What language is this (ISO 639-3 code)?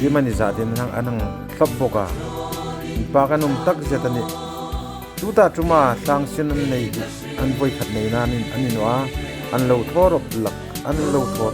hmr